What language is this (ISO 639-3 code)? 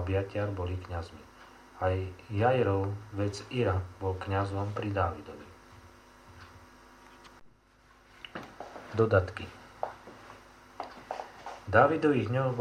slk